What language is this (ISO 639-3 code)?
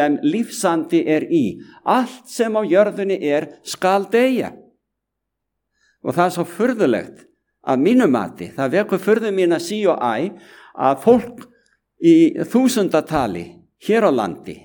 isl